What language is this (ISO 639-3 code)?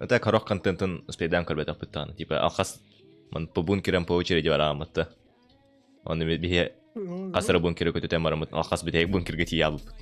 sah